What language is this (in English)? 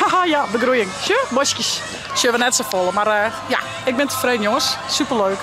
Western Frisian